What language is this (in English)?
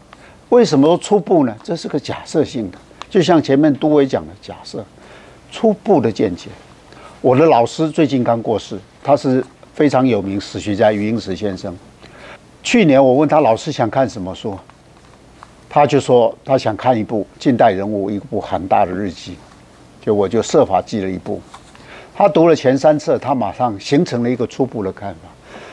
Chinese